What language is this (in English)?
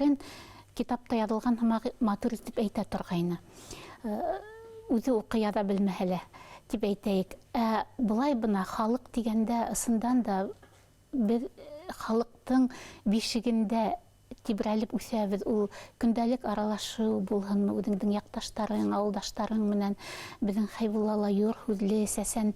Bashkir